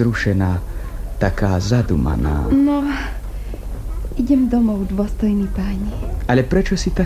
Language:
Slovak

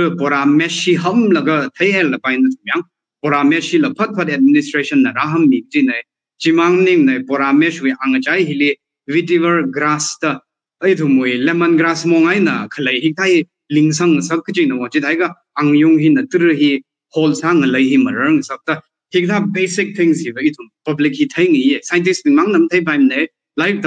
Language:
Tangkhul Naga (India)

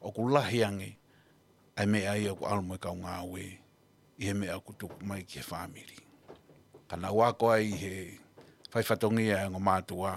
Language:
Tongan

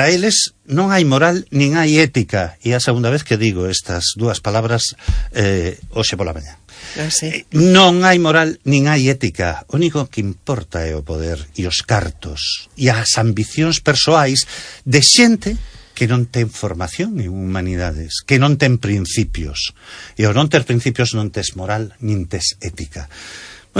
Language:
Galician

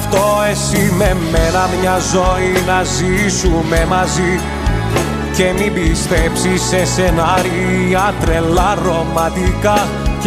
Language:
Greek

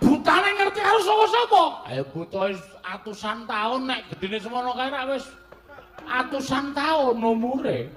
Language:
Javanese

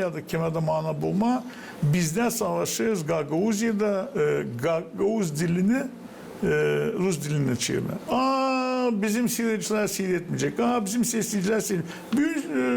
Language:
Gagauz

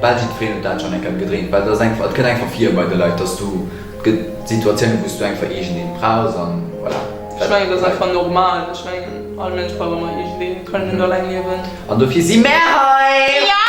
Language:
Luxembourgish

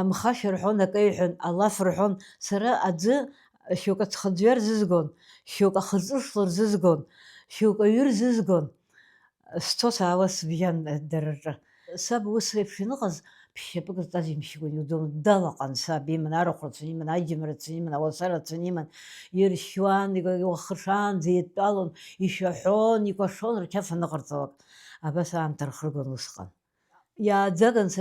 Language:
Abkhazian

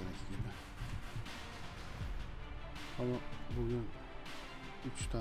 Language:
Turkish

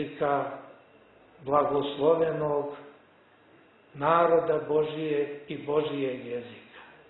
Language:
Serbian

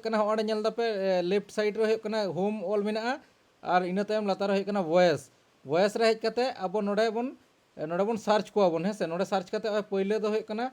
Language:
Santali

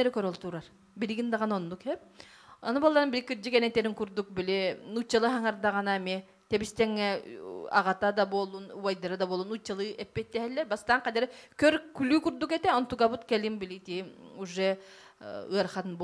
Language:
Yakut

